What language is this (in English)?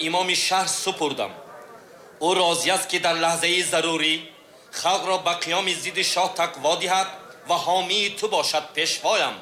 Tajik